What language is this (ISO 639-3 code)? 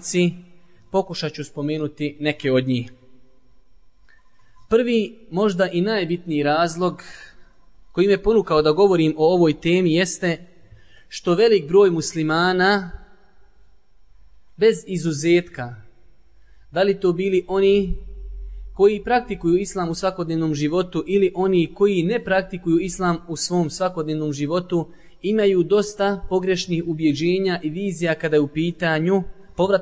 bos